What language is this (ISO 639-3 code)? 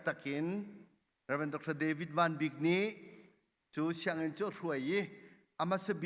cnh